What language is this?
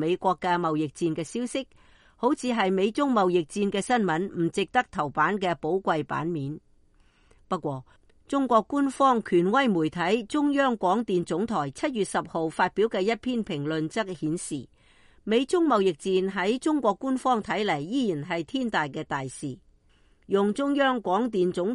Cantonese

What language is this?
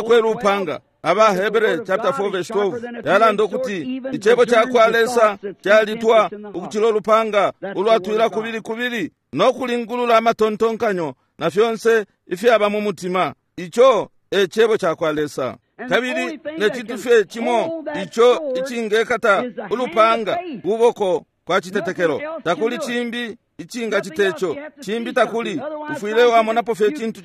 Bemba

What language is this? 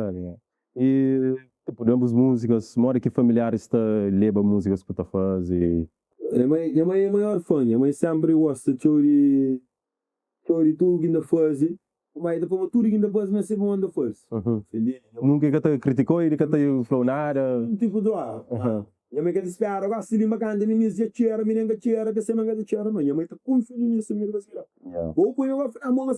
Kabuverdianu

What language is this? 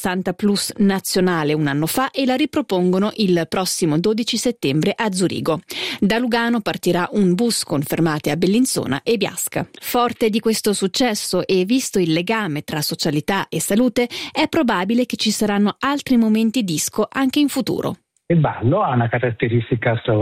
Italian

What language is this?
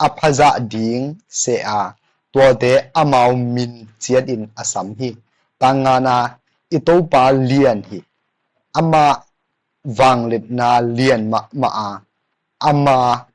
Tedim Chin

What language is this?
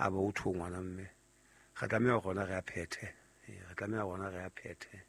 Southern Sotho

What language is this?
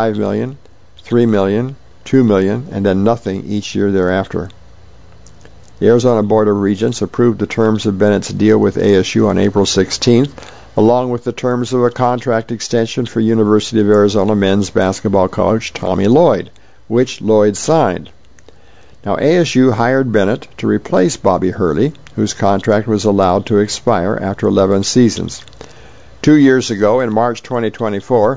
English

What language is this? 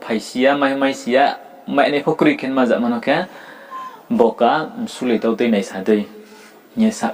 Riang (India)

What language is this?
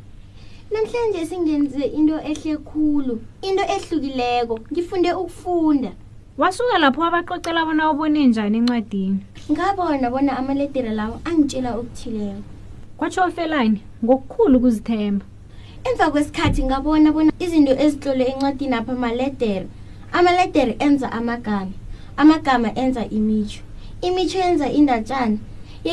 South Ndebele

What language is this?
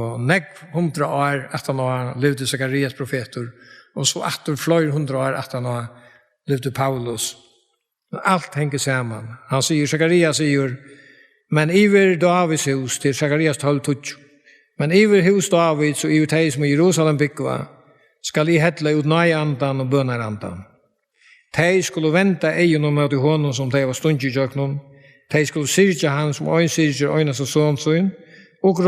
Faroese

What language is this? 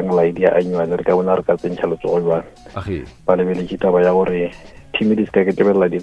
Northern Sotho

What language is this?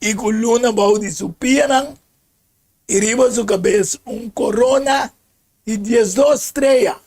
Papiamento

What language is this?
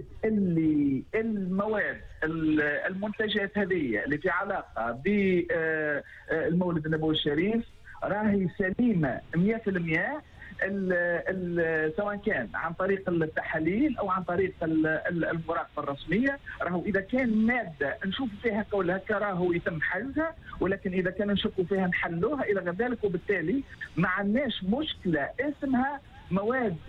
Tunisian Arabic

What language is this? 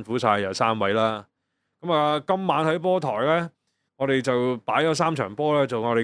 Cantonese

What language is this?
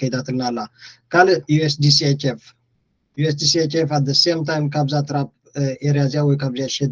Tigrinya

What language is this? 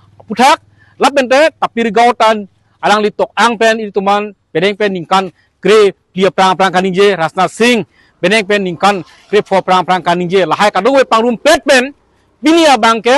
Karbi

